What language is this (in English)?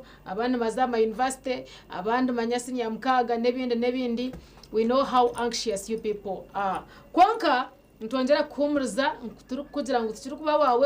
Nyankole